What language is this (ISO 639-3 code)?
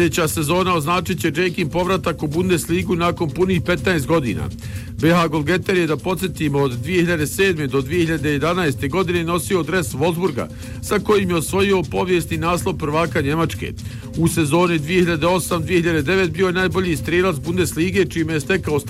bos